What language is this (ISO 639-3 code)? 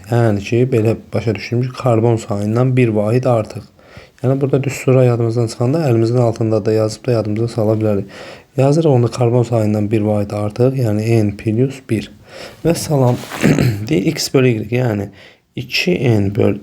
aze